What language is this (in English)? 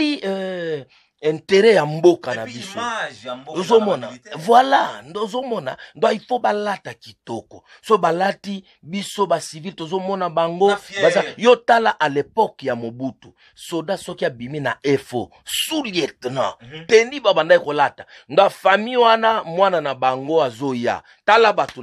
Lingala